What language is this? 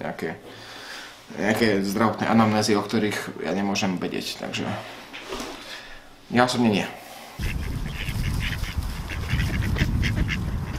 Slovak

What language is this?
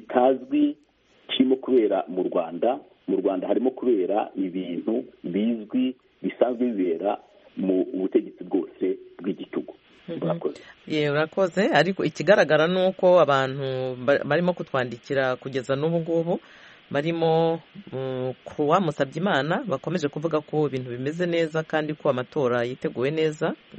Kinyarwanda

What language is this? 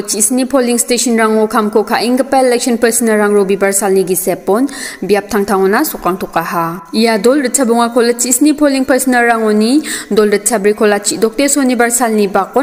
Garo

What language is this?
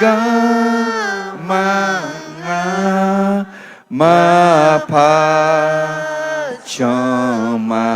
Akha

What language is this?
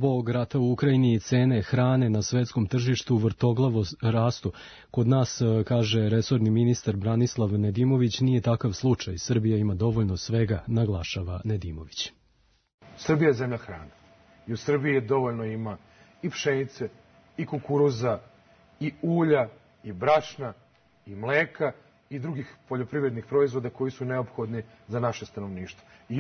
Serbian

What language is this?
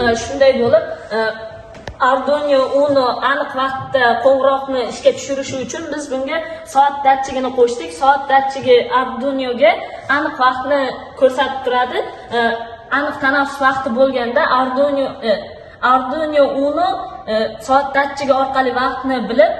Uzbek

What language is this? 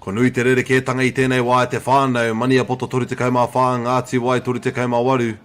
Māori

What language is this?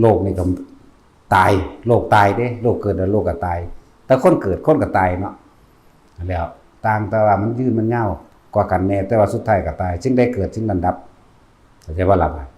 Lao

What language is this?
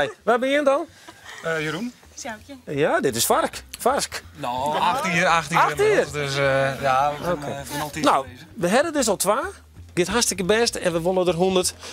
Western Frisian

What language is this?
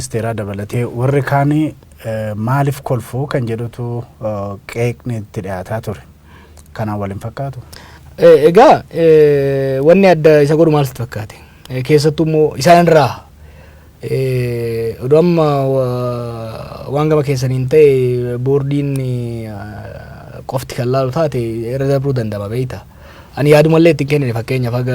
Oromo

